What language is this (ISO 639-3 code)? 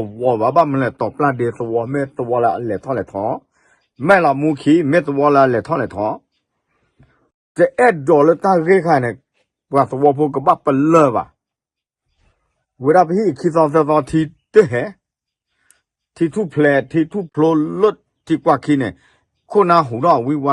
ksw